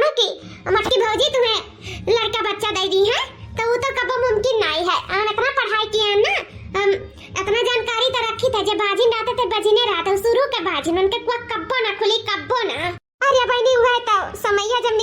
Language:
Awadhi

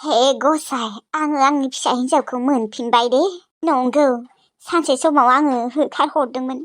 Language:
Bodo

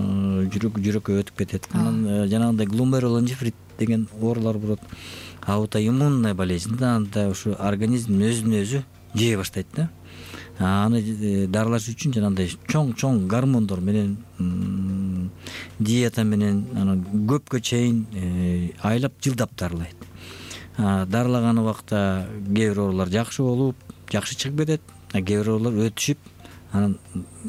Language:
Kyrgyz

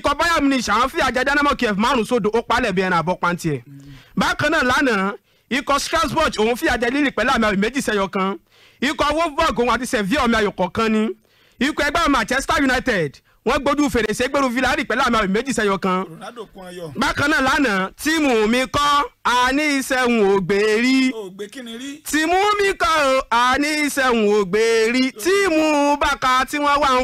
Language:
Yoruba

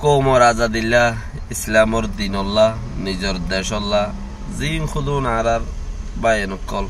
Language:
Rohingya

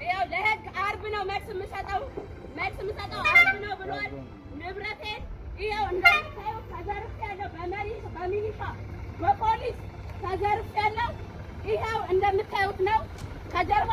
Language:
Amharic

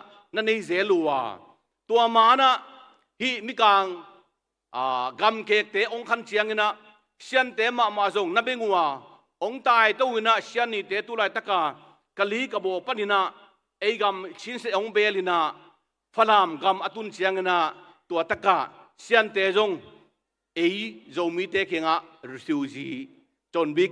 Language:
Tedim Chin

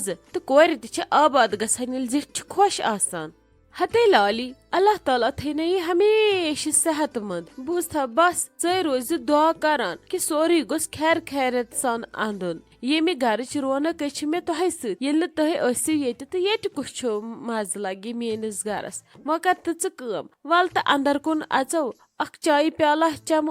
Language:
Kashmiri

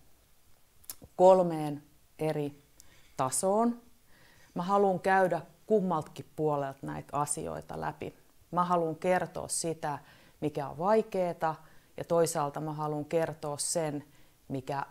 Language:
Finnish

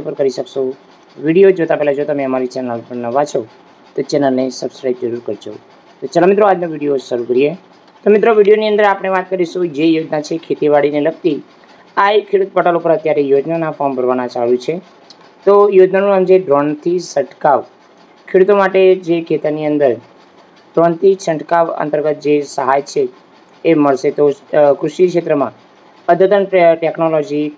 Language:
Gujarati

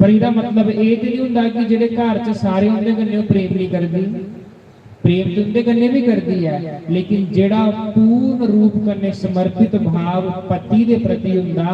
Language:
Dogri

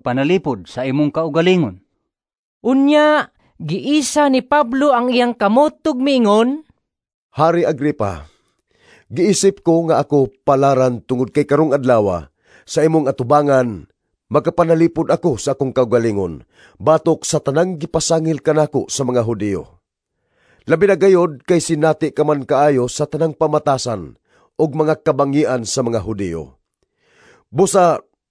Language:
Cebuano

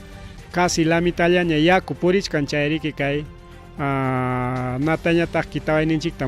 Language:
Ayacucho Quechua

